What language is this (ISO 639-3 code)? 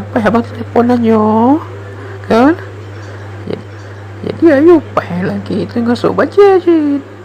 ace